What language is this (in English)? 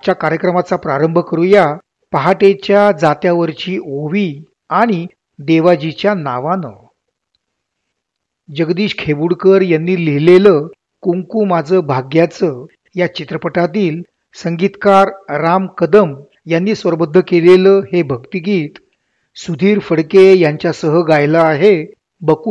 Marathi